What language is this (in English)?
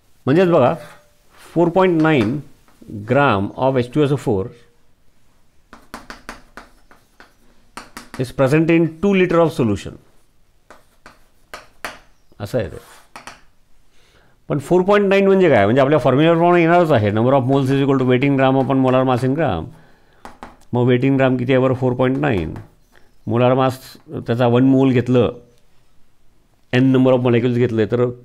Marathi